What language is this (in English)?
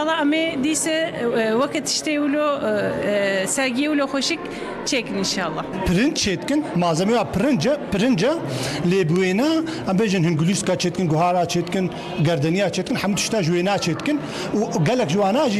Kurdish